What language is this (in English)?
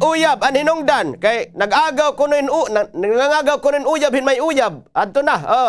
Waray